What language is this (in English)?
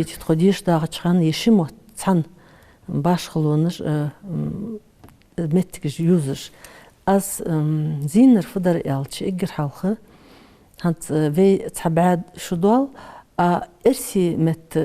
Ingush